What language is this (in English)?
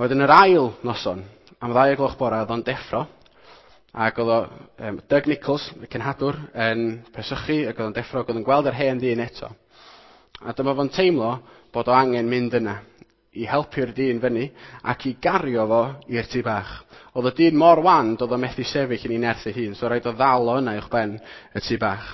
Welsh